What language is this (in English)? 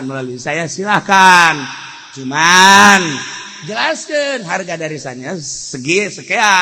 Sundanese